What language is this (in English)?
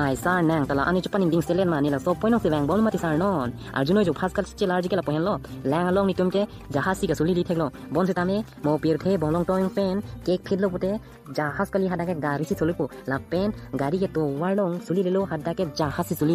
Karbi